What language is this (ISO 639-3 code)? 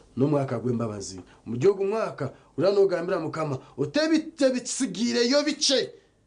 nyn